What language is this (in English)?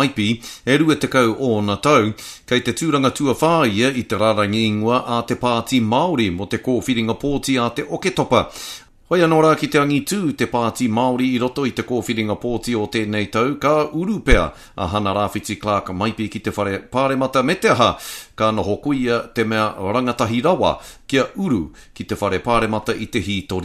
Māori